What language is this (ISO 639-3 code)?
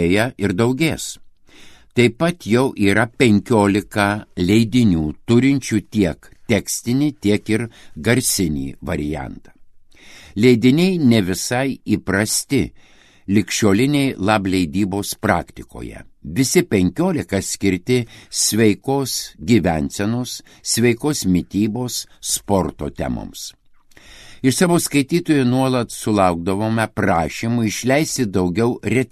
lit